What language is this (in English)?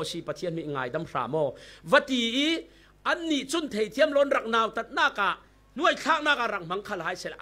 Falam Chin